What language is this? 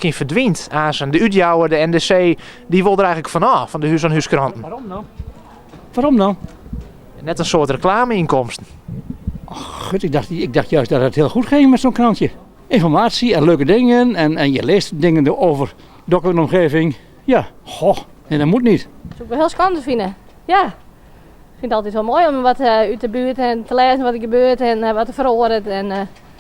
Western Frisian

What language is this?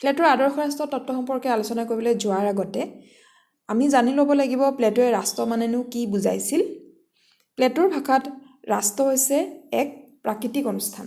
Assamese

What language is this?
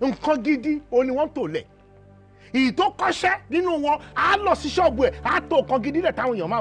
Yoruba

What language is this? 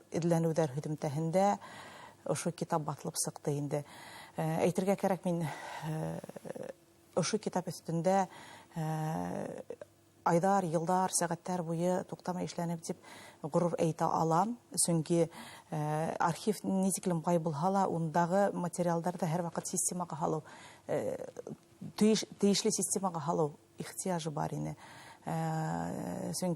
Bashkir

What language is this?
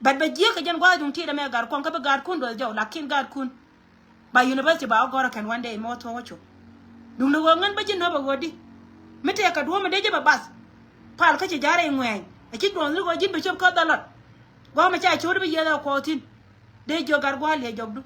Nuer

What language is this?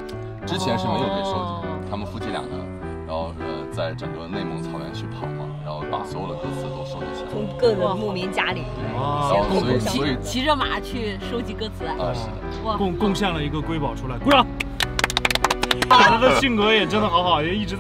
Chinese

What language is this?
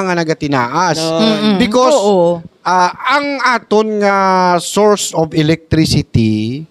Hiligaynon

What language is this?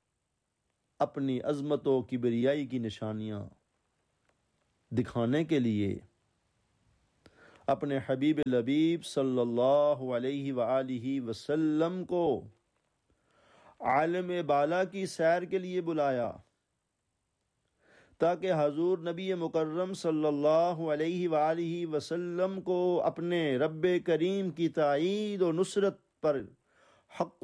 Urdu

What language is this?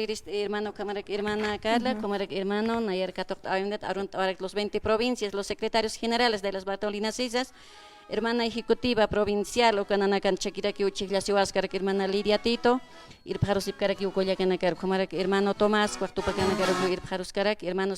Aymara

